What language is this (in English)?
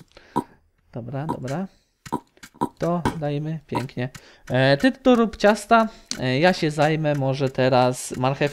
Polish